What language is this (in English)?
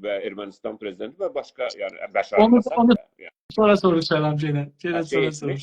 South Azerbaijani